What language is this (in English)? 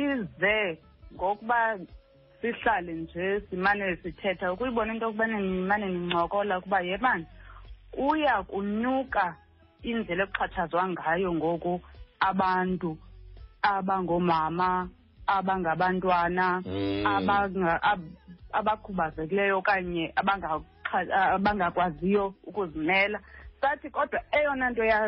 Xhosa